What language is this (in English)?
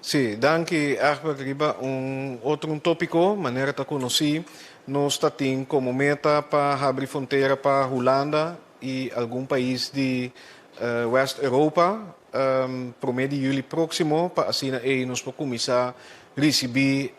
Papiamento